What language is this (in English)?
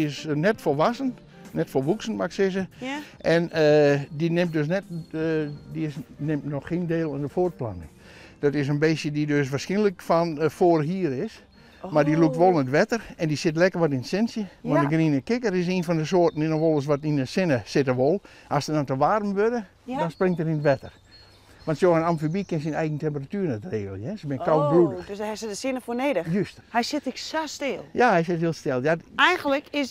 Western Frisian